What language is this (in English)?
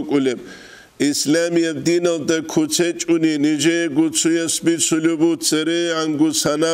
Avaric